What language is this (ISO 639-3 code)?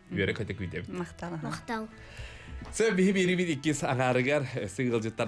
sah